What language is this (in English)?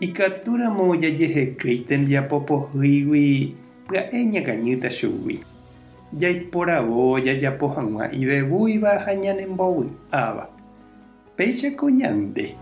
Guarani